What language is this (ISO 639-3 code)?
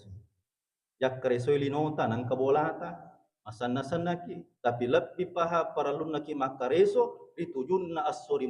bug